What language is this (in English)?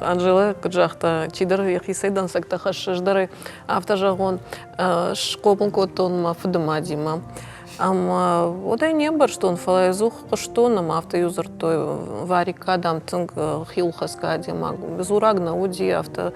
Ossetic